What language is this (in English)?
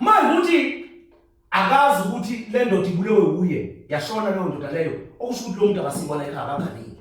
Zulu